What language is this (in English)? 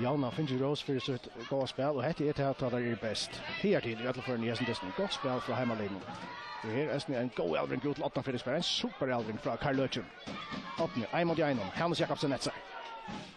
Faroese